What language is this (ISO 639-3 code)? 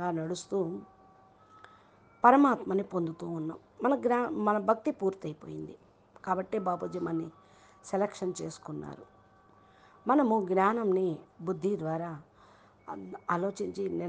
tel